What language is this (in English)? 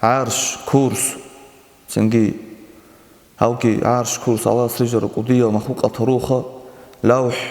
Avaric